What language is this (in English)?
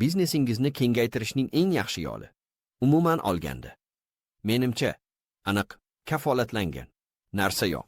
Uzbek